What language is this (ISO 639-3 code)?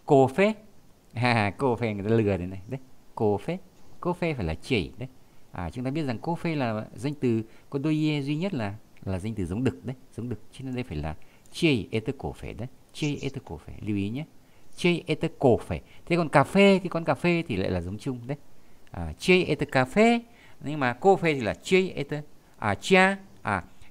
vie